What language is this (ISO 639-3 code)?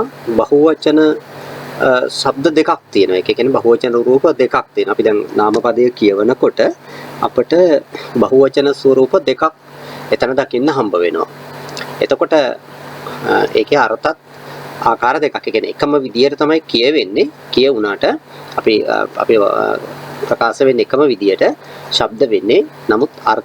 sin